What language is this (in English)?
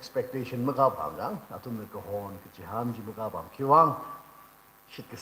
Tangkhul Naga (India)